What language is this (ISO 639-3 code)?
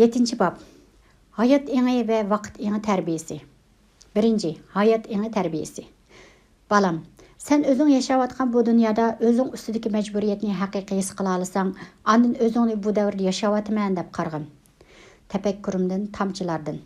uig